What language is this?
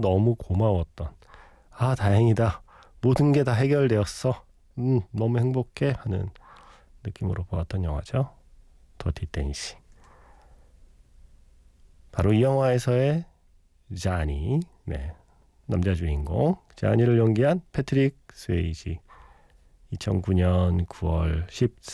Korean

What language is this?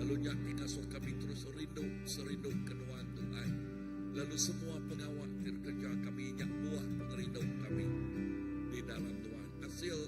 Iban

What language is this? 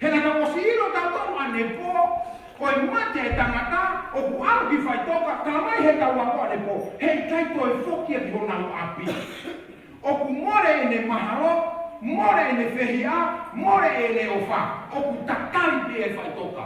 Tongan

